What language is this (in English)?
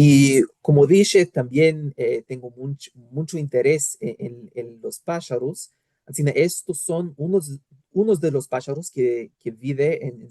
Ladino